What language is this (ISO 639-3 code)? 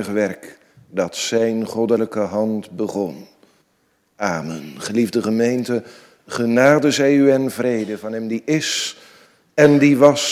nld